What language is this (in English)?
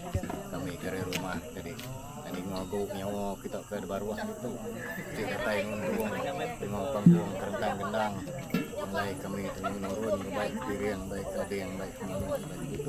Iban